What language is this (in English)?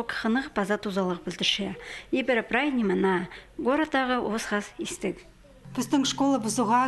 Khakas